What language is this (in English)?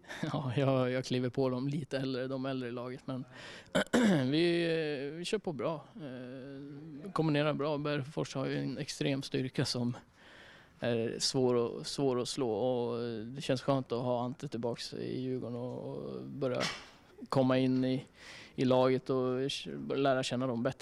Swedish